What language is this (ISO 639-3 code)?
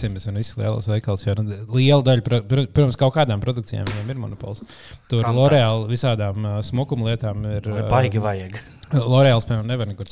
lav